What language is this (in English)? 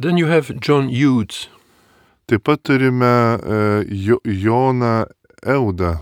Lithuanian